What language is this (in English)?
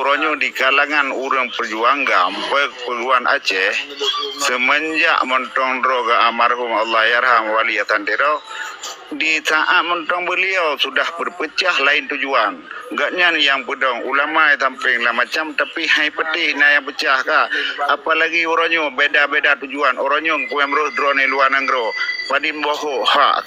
Achinese